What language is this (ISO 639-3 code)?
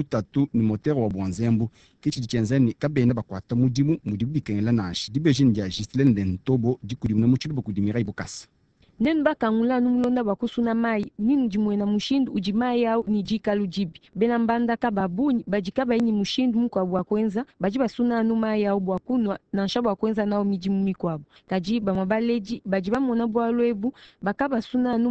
lua